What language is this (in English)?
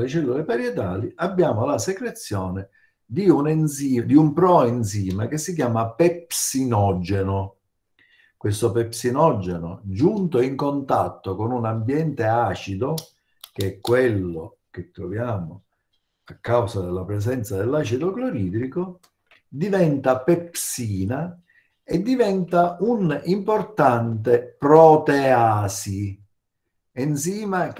Italian